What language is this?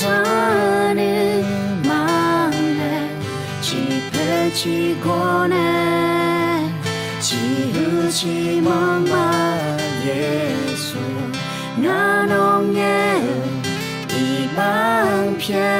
Akha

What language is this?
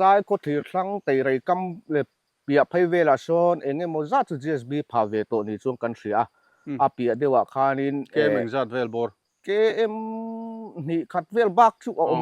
Mizo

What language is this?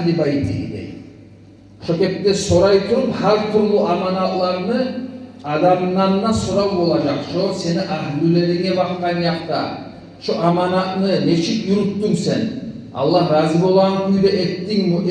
Kumyk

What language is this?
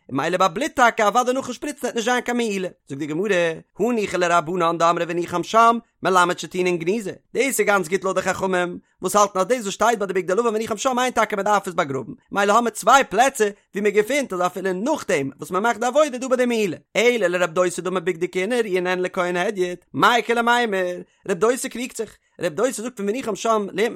Yiddish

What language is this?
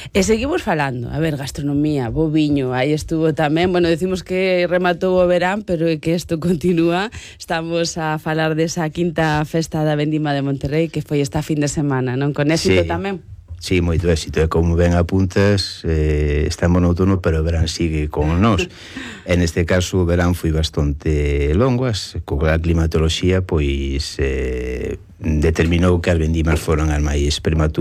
Galician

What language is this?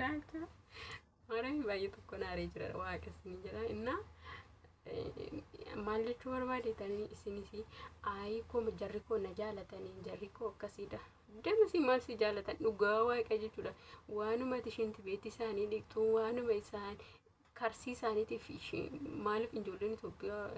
Oromo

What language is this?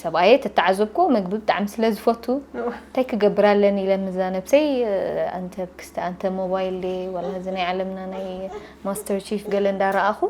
Tigrinya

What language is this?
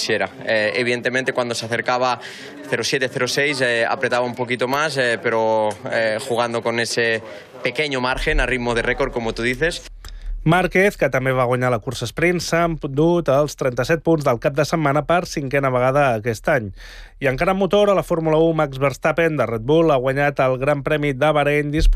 Catalan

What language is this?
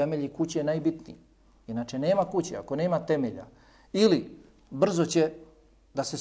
Bosnian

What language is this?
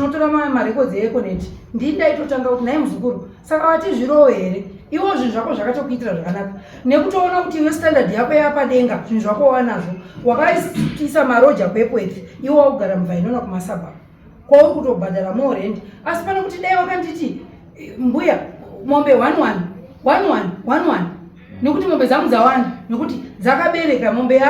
Shona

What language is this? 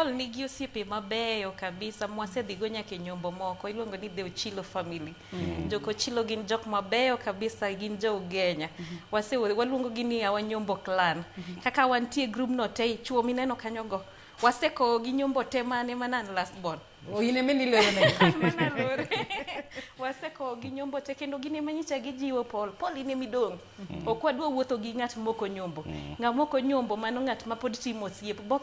Luo (Kenya and Tanzania)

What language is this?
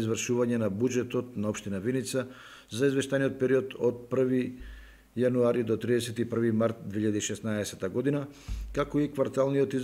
Macedonian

